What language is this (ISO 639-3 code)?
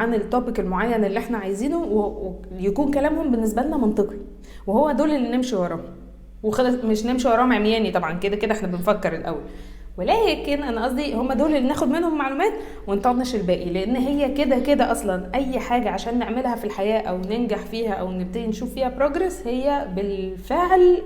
arz